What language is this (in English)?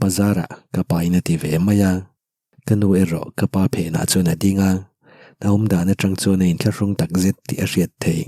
Mizo